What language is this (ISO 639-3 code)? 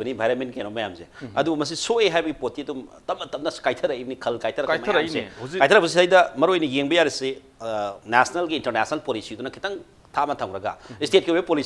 mni